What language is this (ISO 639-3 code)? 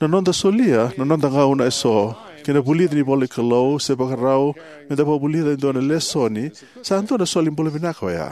fij